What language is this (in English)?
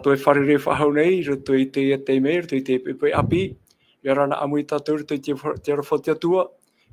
Tahitian